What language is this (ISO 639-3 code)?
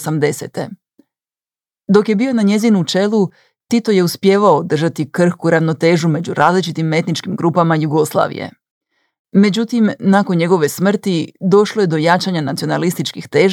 hrv